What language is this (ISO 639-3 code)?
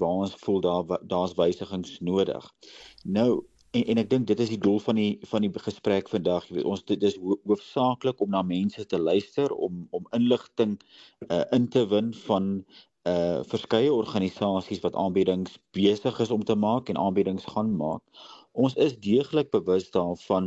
afr